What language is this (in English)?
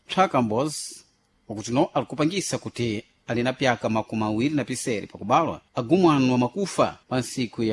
Sena